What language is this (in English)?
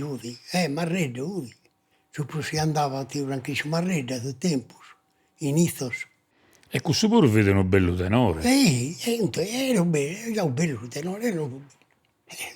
Sardinian